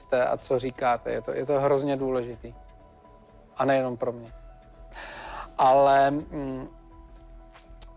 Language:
Czech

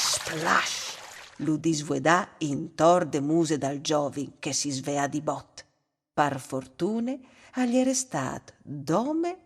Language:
Friulian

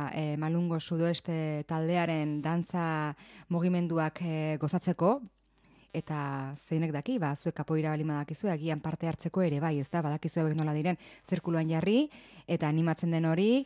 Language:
Basque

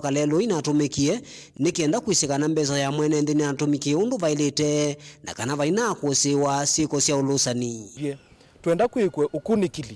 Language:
Kamba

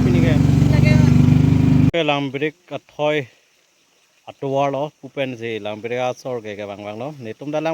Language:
Karbi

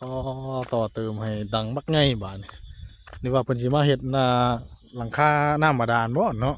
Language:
Northeastern Thai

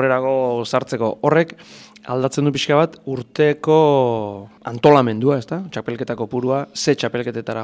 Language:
Basque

